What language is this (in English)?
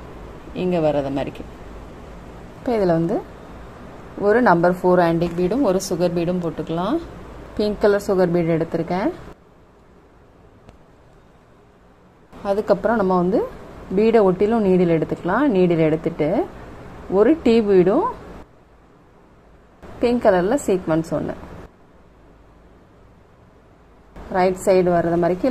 Tamil